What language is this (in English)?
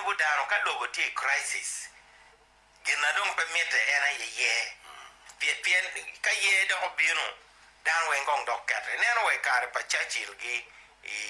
Acoli